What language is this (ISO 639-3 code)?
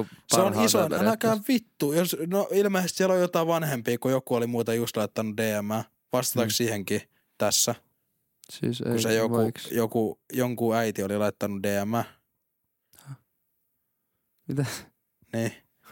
fin